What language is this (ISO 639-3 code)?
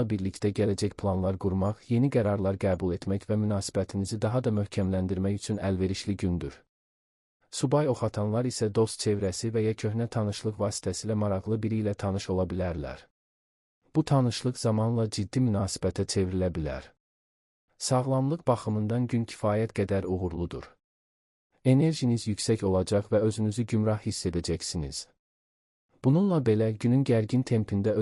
aze